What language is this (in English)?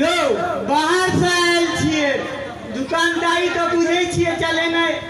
Maithili